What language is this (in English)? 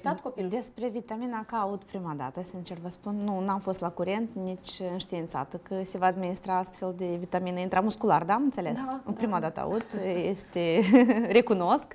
Romanian